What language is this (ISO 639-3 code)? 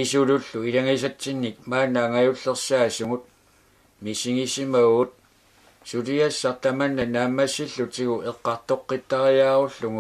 kal